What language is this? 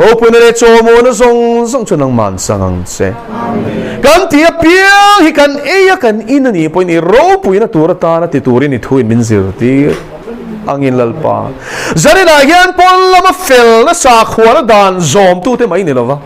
Mizo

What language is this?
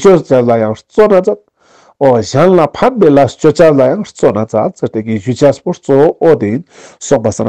Ladakhi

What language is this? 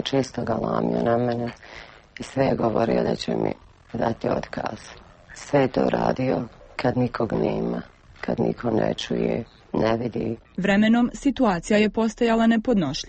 Croatian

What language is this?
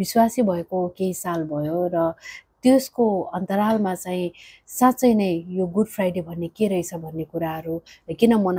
Nepali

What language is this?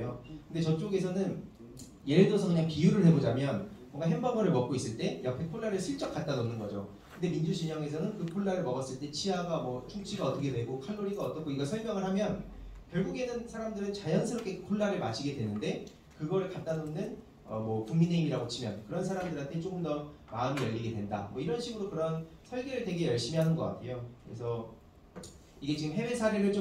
Korean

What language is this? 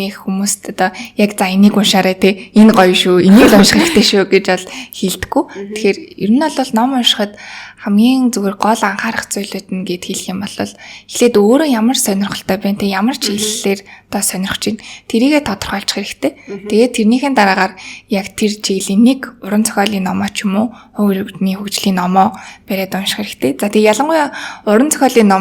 Mongolian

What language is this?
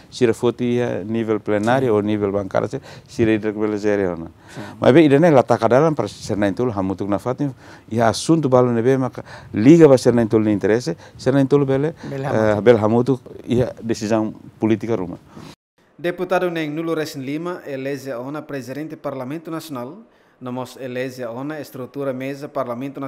Tetum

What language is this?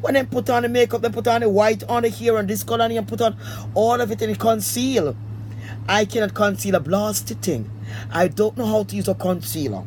Jamaican Creole English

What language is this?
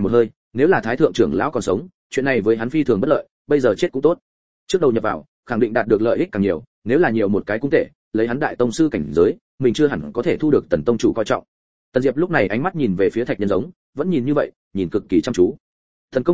Vietnamese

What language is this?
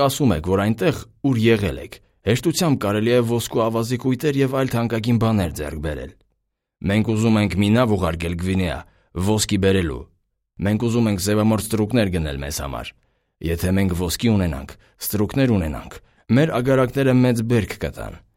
Armenian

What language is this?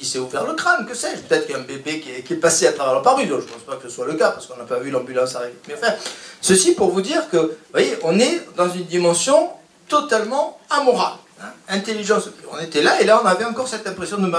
French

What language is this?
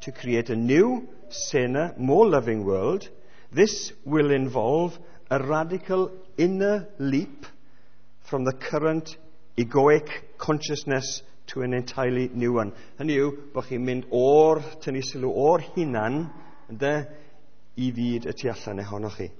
Welsh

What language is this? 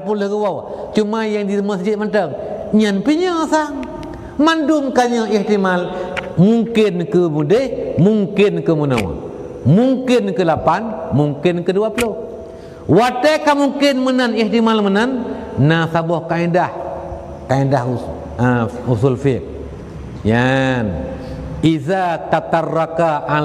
Achinese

